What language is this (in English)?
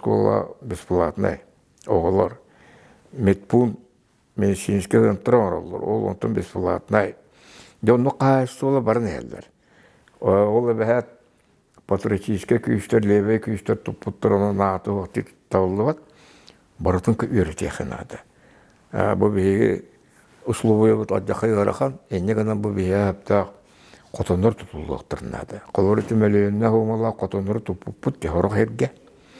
Yakut